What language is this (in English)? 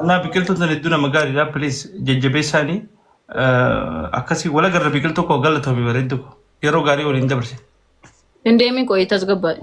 Oromo